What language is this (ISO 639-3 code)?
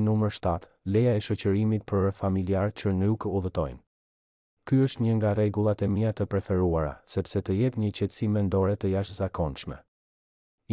sqi